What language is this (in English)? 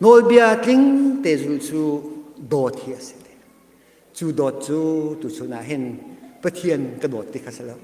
Hakha Chin